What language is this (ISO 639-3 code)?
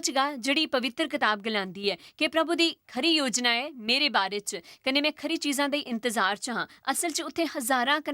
doi